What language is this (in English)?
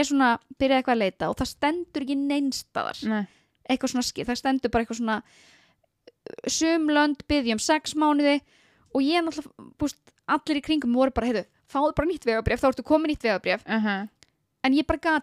Icelandic